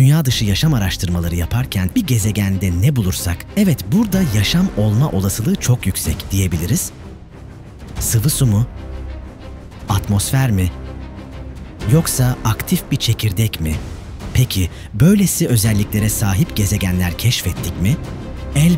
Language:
Turkish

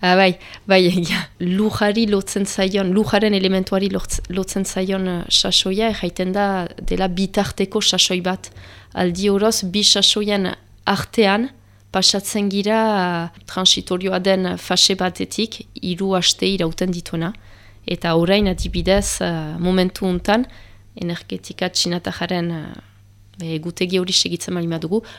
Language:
Basque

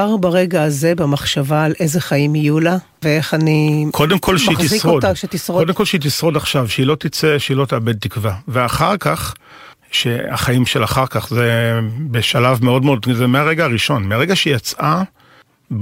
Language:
Hebrew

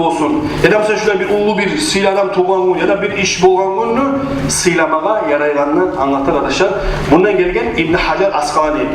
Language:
Kumyk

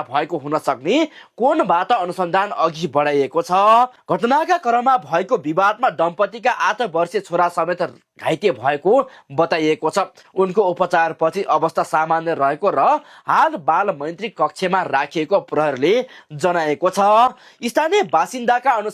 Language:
Nepali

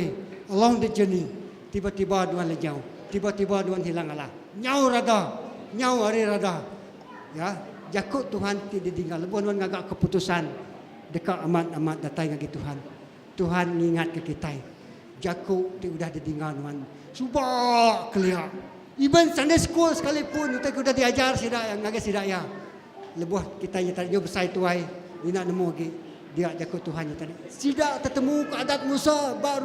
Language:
Iban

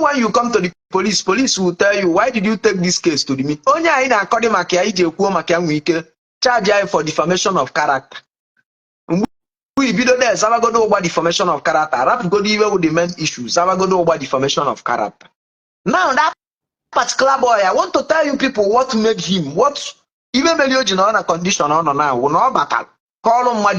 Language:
Igbo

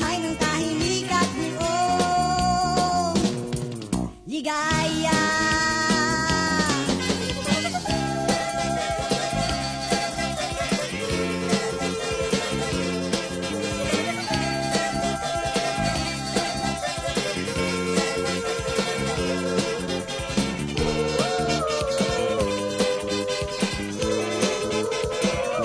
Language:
Filipino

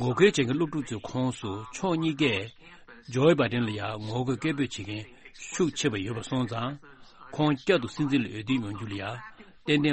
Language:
Tibetan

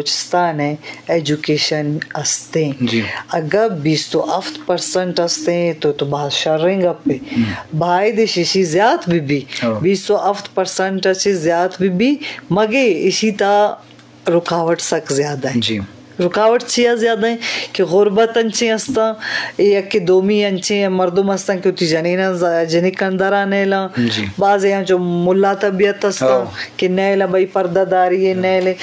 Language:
Eastern Balochi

